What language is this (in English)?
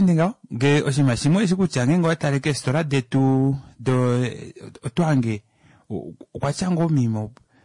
Kuanyama